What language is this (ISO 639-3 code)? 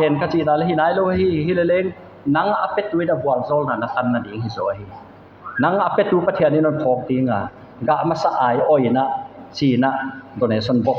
pck